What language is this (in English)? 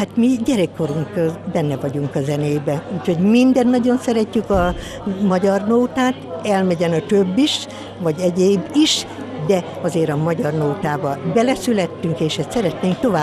Hungarian